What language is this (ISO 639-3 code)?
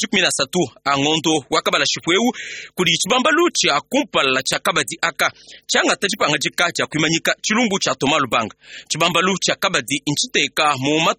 lua